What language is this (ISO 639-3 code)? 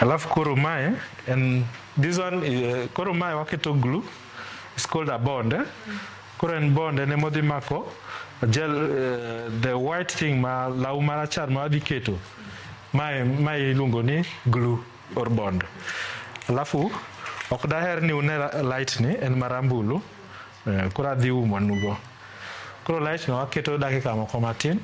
luo